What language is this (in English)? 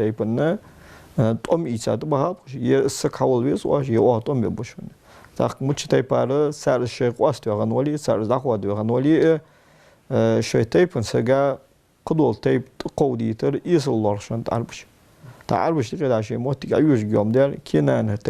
Ingush